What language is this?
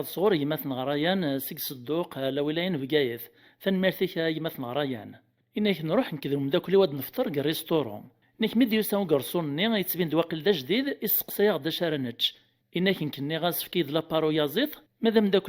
Kabyle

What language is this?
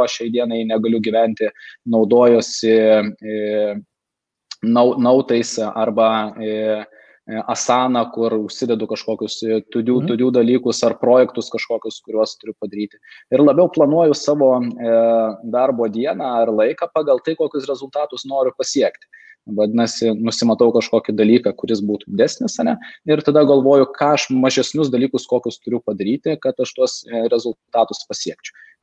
Lithuanian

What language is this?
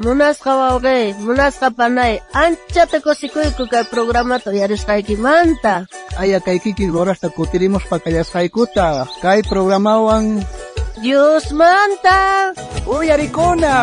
South Bolivian Quechua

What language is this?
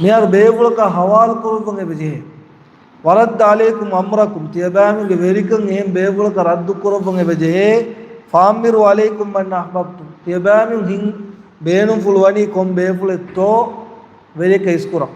Divehi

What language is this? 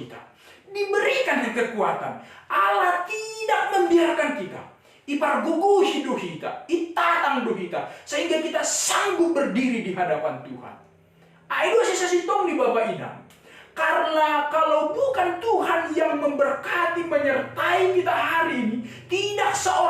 Batak Simalungun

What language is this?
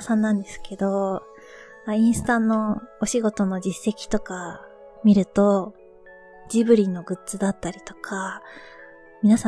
Japanese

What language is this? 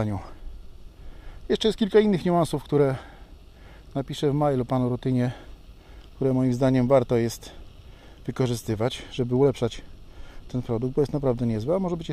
Polish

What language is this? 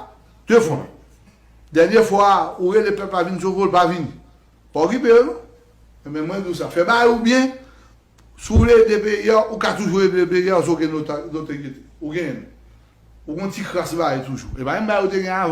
Haitian Creole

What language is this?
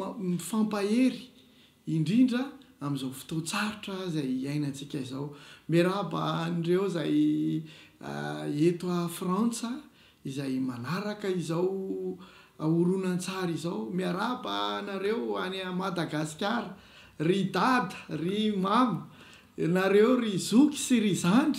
Malagasy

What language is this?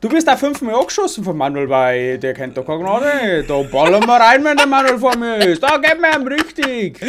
Bavarian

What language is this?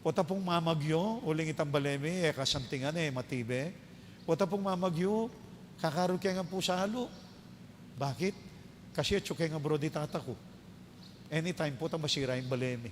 Pampanga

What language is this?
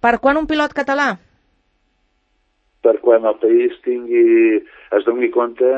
Catalan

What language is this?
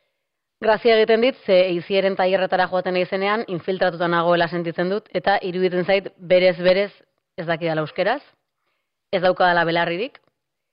Basque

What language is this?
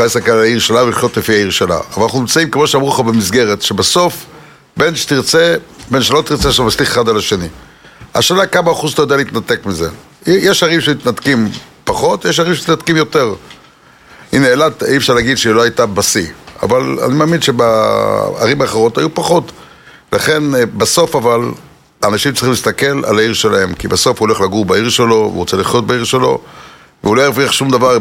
Hebrew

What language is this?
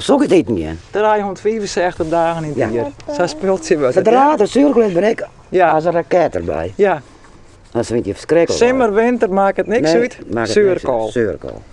Western Frisian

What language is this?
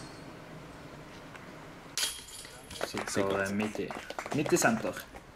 Norwegian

